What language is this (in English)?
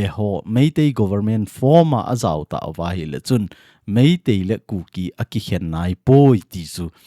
Thado Chin